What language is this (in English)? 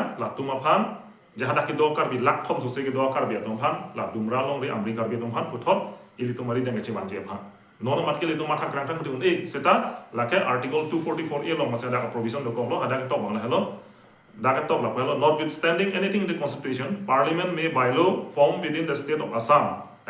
Karbi